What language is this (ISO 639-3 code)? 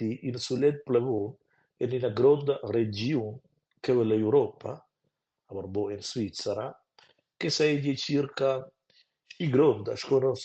roh